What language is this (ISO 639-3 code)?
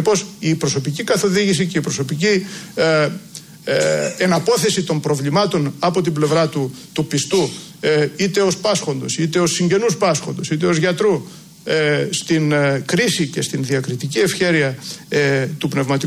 ell